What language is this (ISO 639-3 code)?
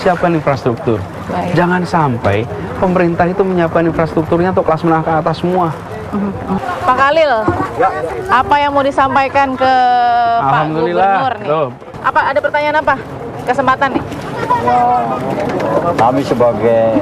ind